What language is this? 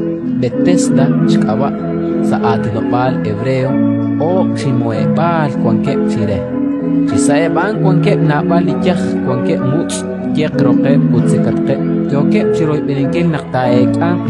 Kekchí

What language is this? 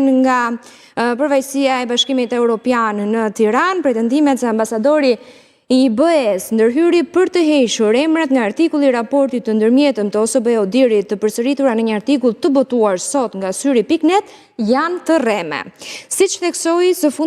Albanian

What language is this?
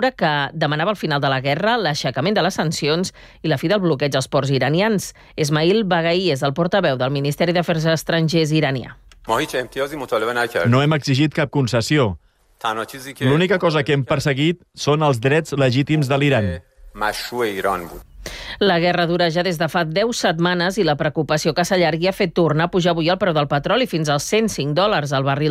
Catalan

